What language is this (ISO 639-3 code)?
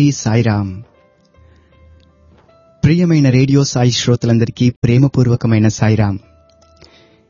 tel